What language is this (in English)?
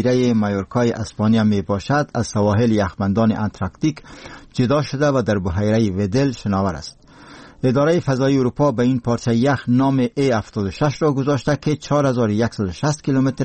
Persian